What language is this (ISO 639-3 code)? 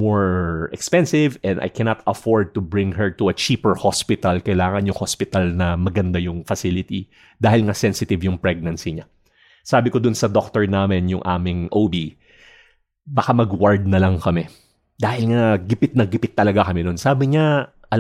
fil